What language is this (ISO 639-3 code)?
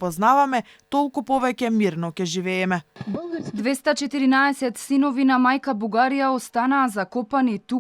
mkd